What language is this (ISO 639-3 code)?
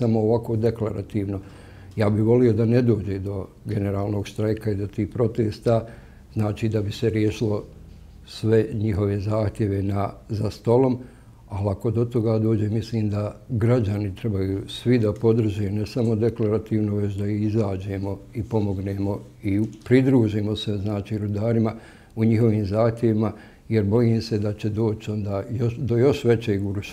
bos